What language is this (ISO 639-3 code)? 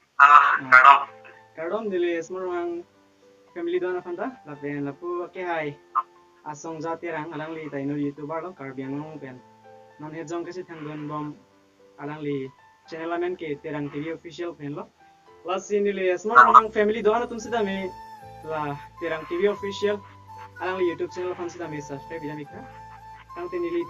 mjw